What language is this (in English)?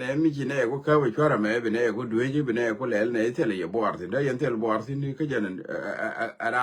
Nuer